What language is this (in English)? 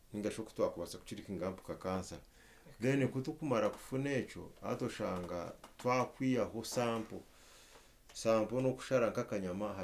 Nyankole